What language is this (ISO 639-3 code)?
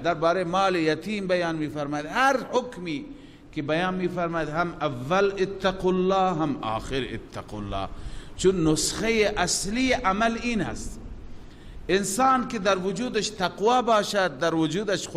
fas